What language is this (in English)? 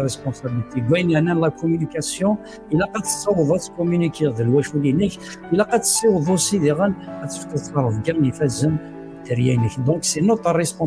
Kabyle